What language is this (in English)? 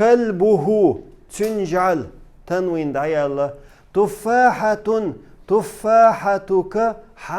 Chechen